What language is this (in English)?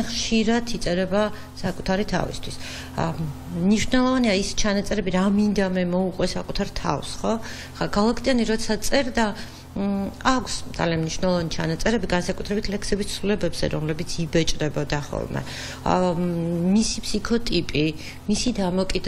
Georgian